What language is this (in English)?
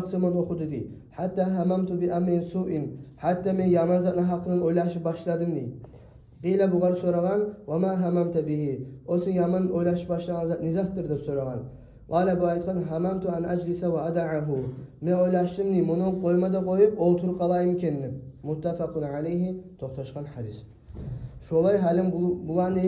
Kumyk